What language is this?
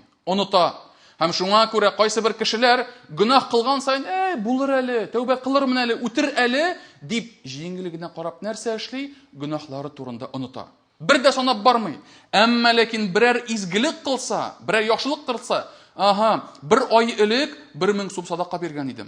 Tatar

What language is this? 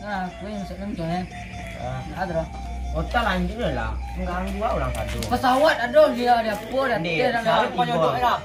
Minangkabau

